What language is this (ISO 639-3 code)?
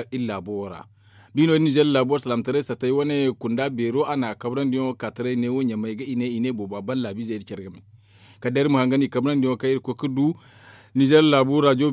dje